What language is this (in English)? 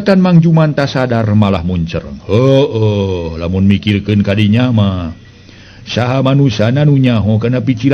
Sundanese